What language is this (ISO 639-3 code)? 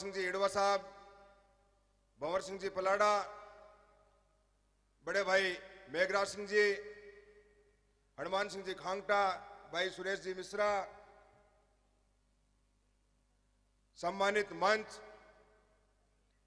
hin